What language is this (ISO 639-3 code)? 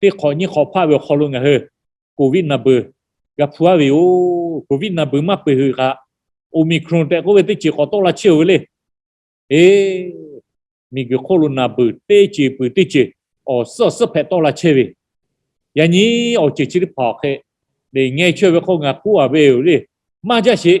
lhu